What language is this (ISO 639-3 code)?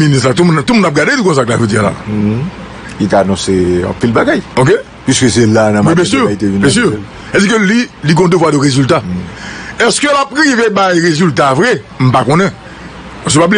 hat